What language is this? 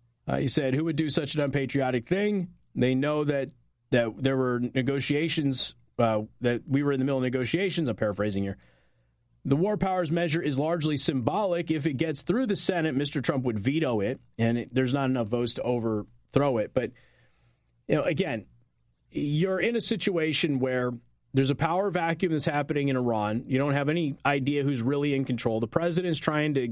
English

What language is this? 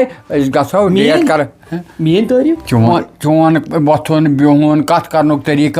Kashmiri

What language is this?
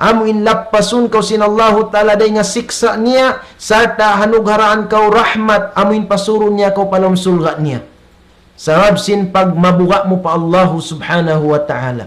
Tausug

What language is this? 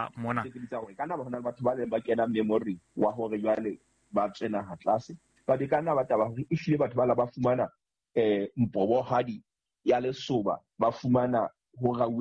Southern Sotho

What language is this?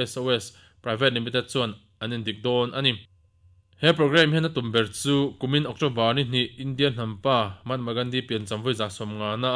Mizo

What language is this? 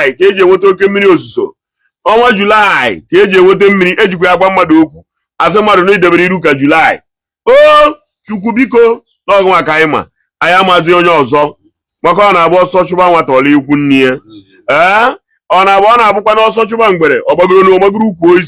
Igbo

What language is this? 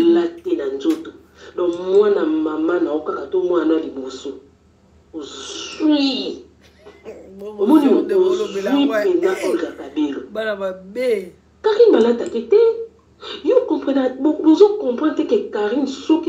Lingala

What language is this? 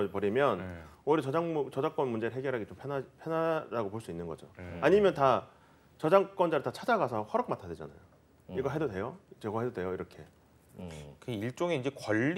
Korean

